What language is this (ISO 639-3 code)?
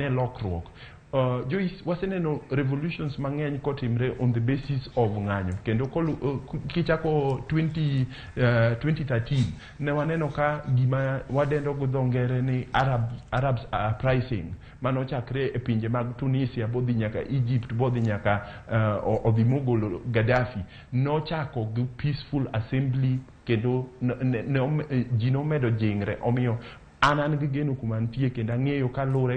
luo